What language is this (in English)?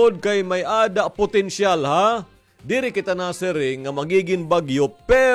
Waray